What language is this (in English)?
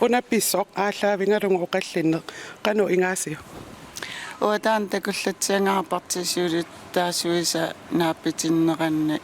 Kalaallisut